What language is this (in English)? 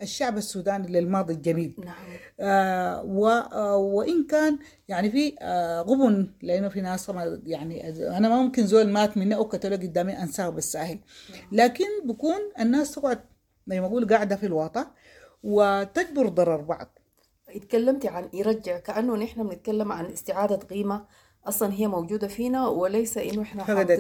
Sudanese Arabic